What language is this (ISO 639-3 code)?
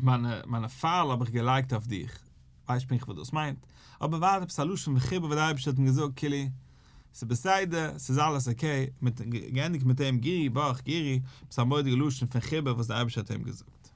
yid